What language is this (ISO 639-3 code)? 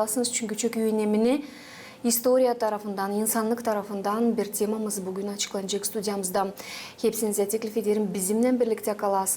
gag